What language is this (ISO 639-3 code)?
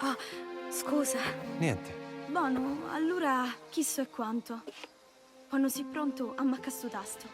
scn